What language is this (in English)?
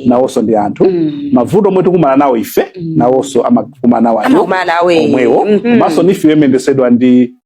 Nyanja